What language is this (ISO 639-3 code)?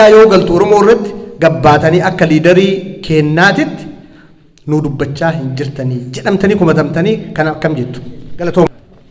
orm